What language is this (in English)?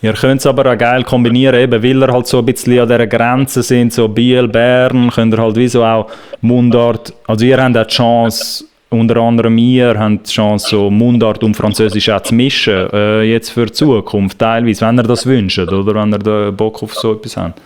Swiss German